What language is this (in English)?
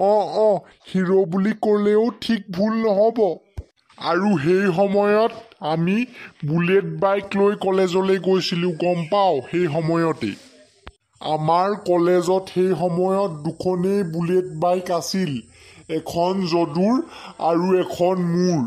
Assamese